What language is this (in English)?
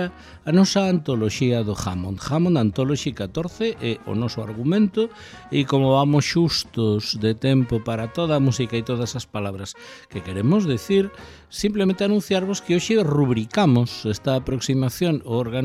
Galician